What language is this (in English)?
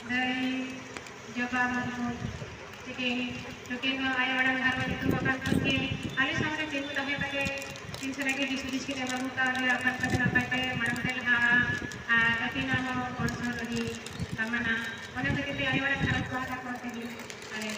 Santali